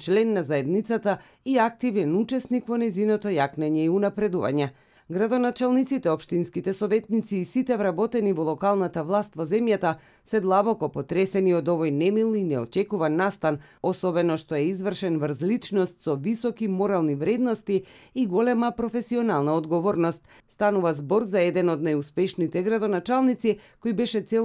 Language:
Macedonian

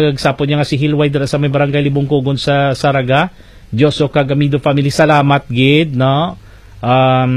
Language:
Hiligaynon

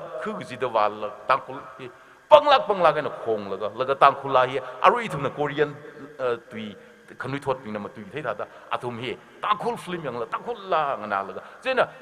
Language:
Tangkhul Naga (India)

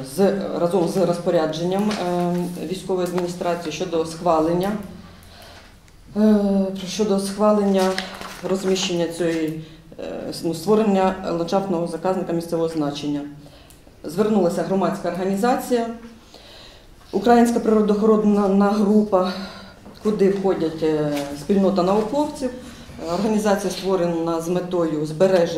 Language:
Ukrainian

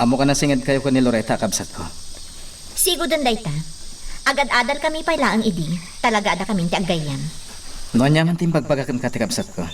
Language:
Iloko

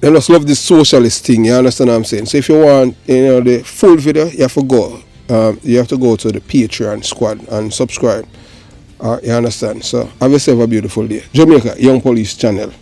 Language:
Jamaican Creole English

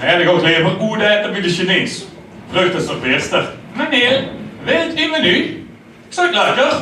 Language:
Limburgish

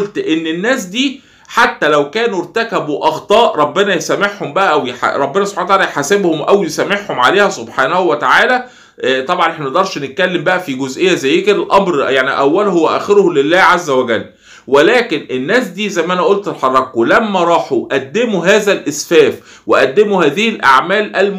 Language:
Egyptian Arabic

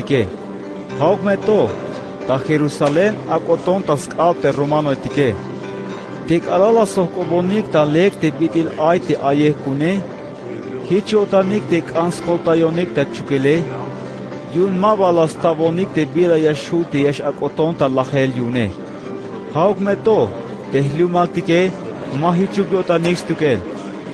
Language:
Tzeltal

